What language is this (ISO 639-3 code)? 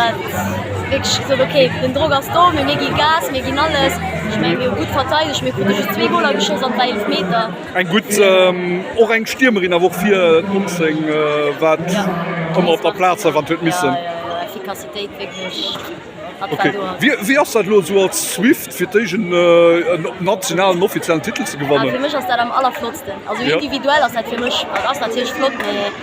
ltz